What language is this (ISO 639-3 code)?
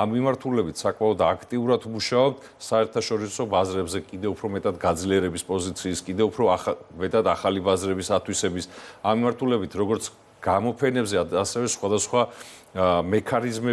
kat